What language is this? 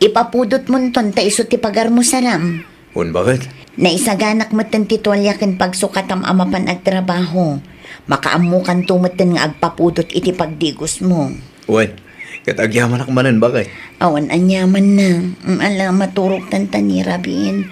Iloko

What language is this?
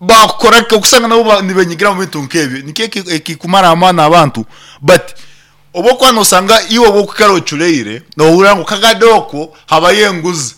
Nyankole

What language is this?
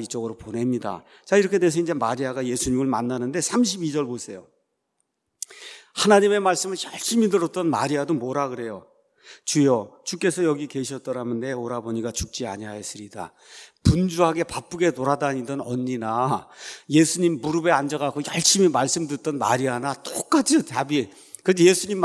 Korean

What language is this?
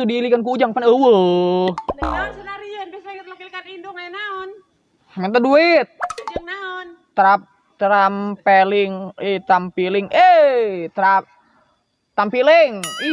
Sundanese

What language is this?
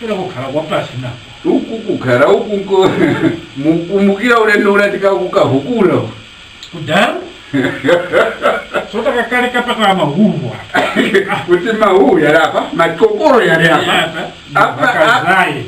Tumbuka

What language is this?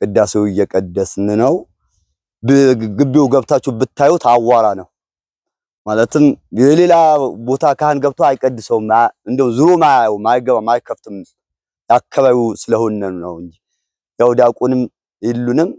Amharic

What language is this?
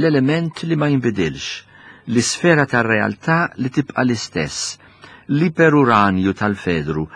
Maltese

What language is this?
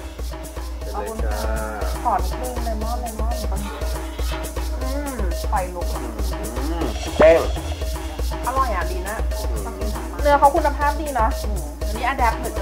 Thai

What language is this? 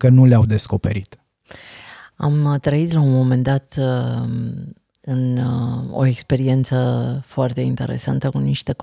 Romanian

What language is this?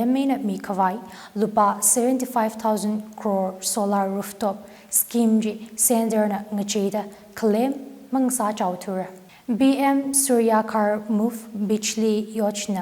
Tangkhul Naga (India)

